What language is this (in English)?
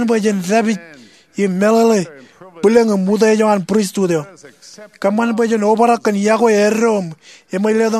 Marshallese